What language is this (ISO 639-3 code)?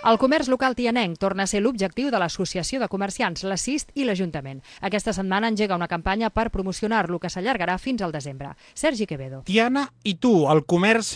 cat